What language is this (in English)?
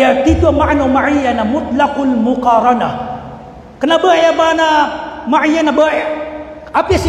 Maranao